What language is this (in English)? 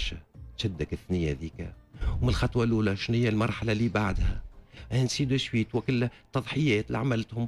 Tunisian Arabic